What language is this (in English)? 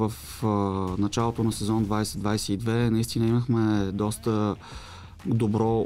Bulgarian